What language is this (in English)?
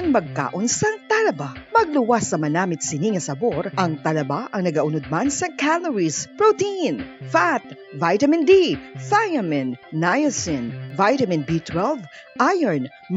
Hiligaynon